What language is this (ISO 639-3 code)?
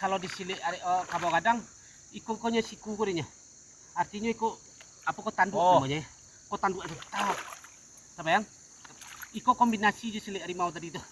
min